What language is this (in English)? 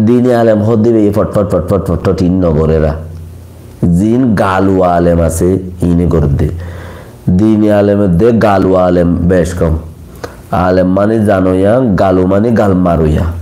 Rohingya